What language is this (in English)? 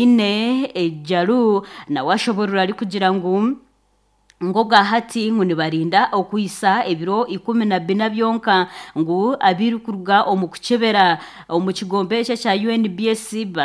Nyankole